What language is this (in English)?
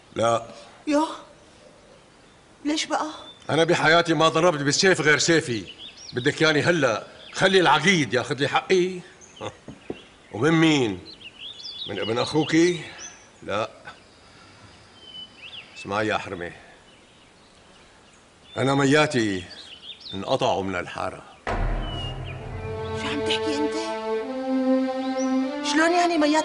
North Levantine Arabic